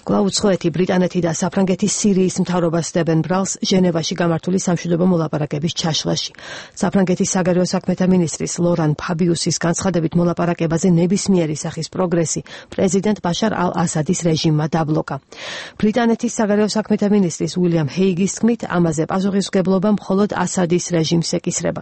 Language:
Georgian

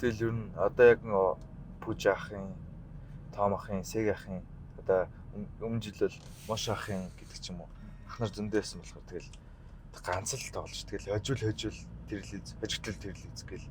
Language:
Mongolian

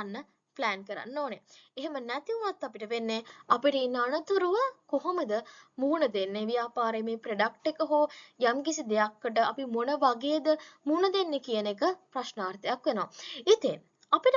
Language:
Sinhala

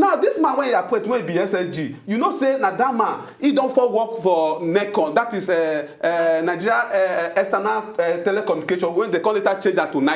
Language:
Nigerian Pidgin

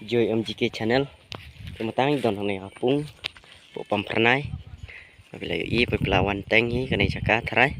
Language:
Khasi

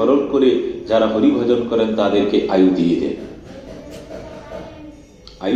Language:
Bangla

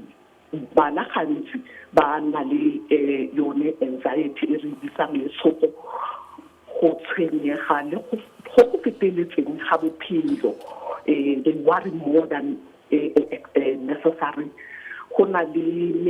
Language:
Tswana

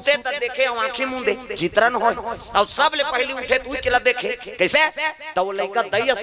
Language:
Chhattisgarhi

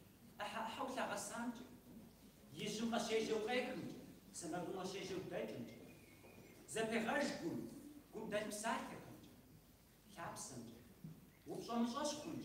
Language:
Kabardian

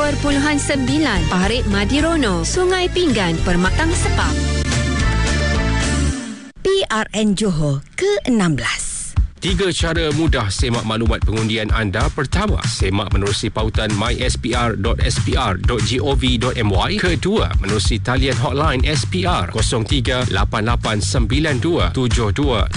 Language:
Malay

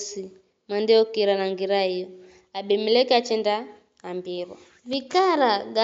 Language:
Giryama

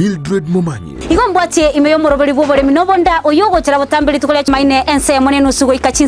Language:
Gusii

